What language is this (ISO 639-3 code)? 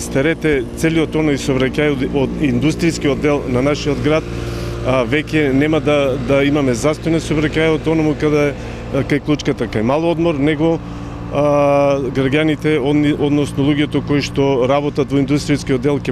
mkd